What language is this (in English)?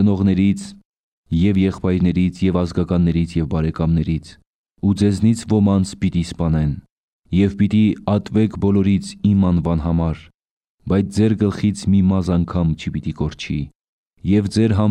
Armenian